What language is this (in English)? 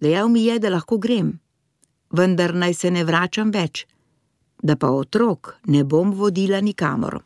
Slovenian